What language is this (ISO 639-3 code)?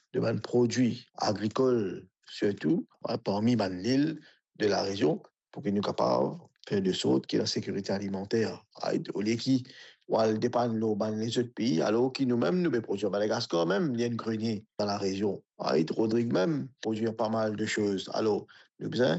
mfe